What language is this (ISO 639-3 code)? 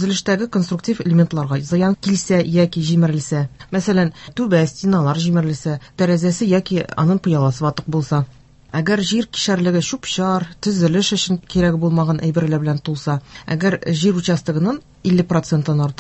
tat